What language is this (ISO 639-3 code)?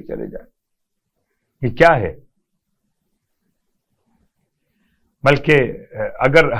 urd